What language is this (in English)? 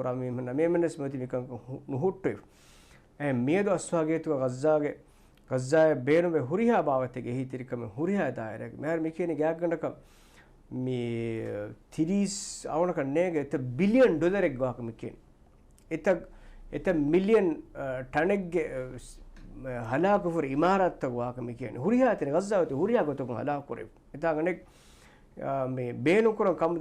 Divehi